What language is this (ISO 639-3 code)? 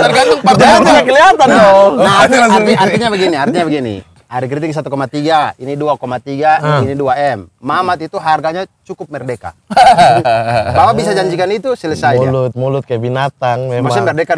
ind